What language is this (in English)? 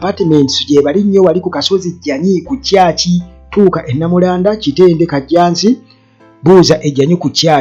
Ganda